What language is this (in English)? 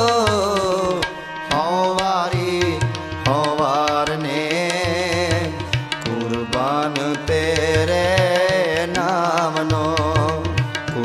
Punjabi